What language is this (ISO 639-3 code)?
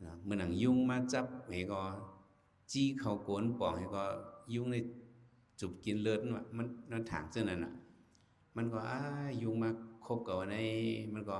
shn